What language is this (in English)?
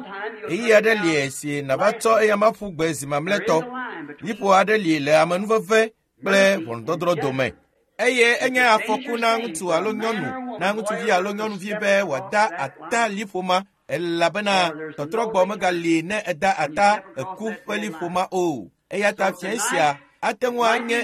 Ewe